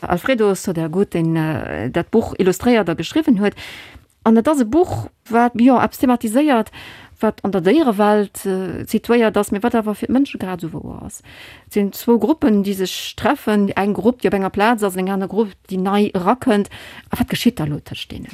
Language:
Luxembourgish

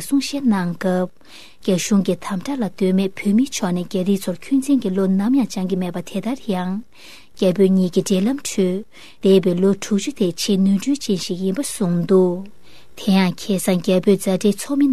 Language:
Tibetan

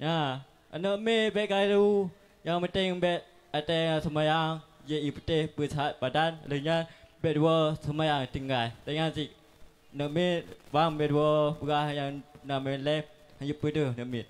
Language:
Achinese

